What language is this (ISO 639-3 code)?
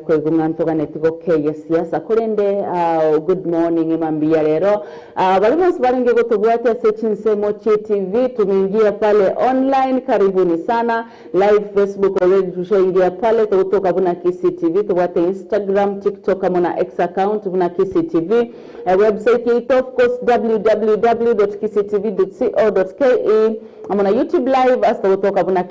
guz